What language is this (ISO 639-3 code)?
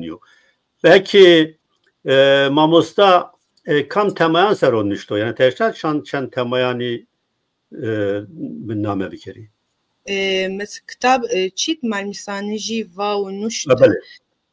zza